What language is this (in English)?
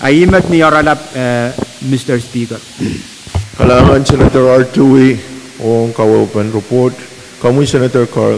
Pohnpeian